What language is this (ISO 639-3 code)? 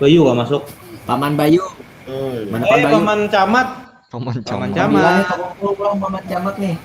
bjn